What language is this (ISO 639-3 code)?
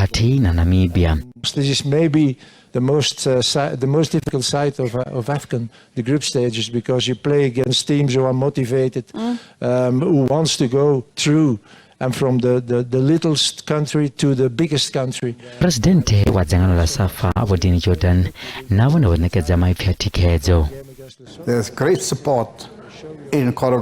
ven